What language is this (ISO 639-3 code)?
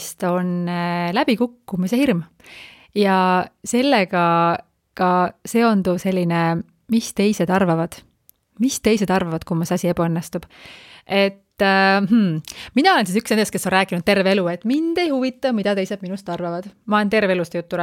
est